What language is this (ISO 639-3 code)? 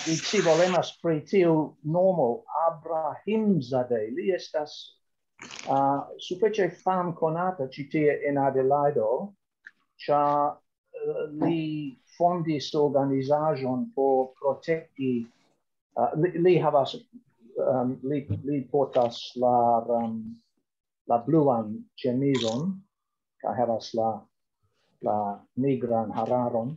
epo